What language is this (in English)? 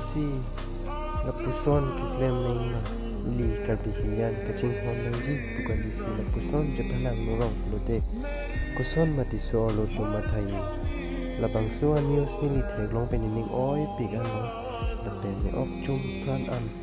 Karbi